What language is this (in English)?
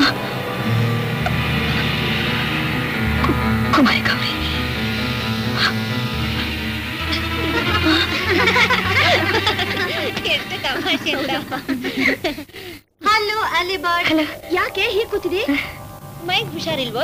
Kannada